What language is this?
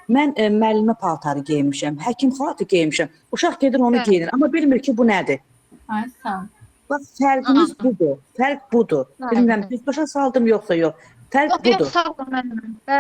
Azerbaijani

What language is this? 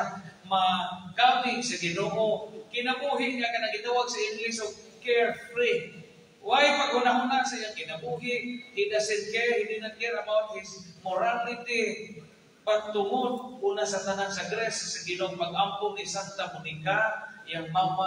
Cebuano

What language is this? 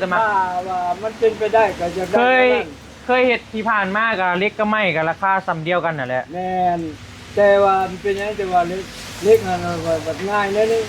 Northeastern Thai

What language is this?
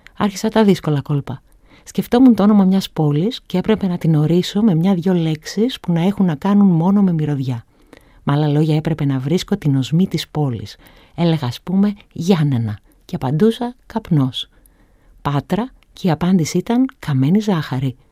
Greek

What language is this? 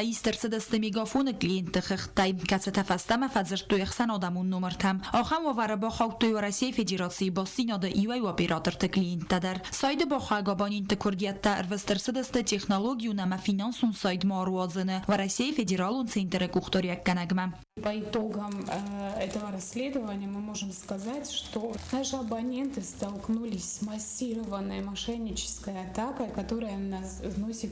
Ossetic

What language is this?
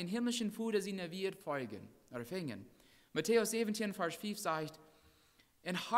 Plautdietsch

